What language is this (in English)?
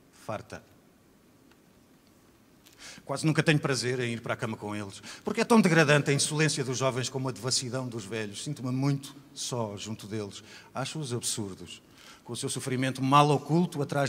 Portuguese